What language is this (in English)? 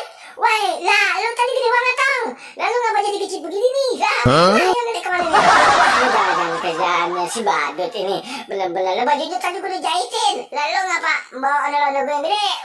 Betawi